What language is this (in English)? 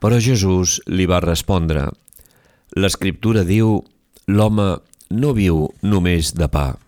Catalan